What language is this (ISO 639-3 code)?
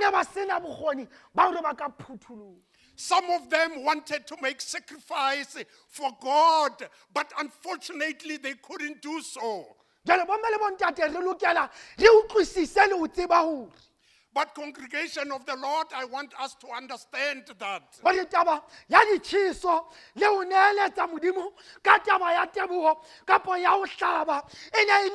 sot